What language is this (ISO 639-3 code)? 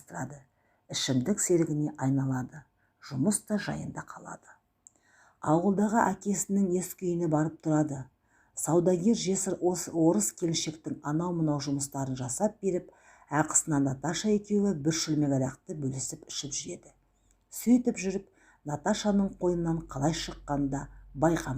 kaz